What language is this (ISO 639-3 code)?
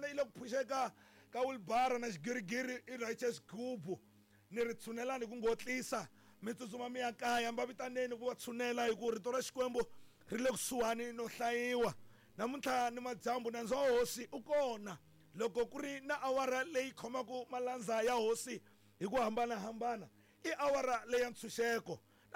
tso